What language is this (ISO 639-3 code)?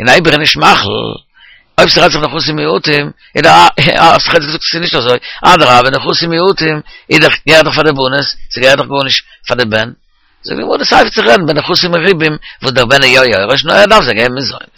yid